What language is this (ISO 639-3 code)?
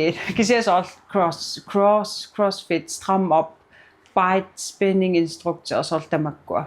kal